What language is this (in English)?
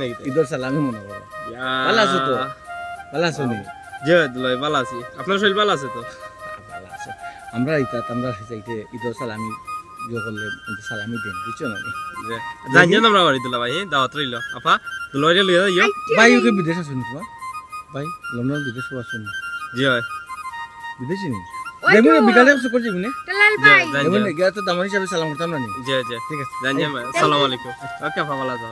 Sylheti